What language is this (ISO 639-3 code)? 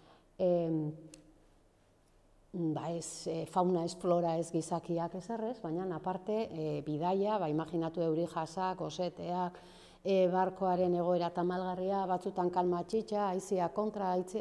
eus